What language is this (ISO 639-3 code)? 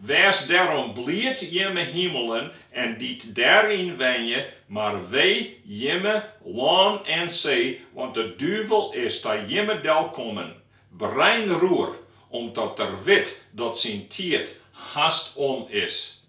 fry